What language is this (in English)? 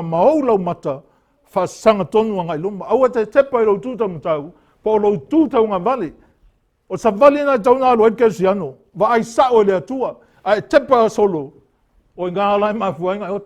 Samoan